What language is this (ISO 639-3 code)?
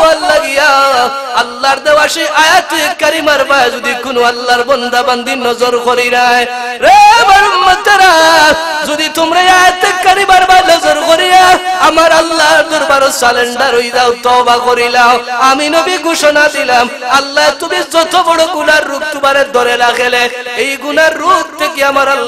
syl